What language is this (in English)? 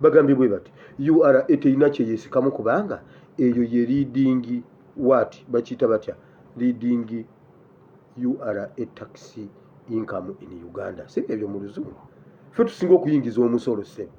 Ganda